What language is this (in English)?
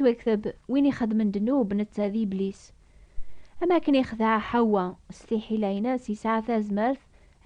Kabyle